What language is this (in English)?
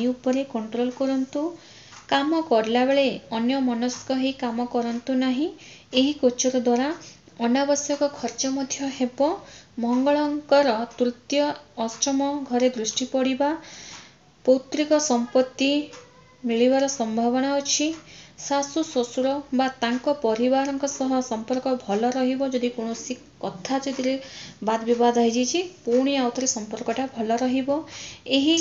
Odia